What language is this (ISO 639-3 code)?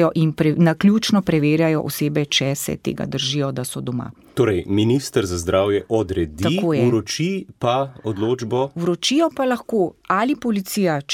slv